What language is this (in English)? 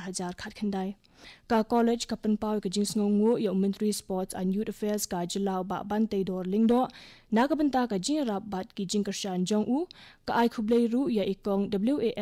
Khasi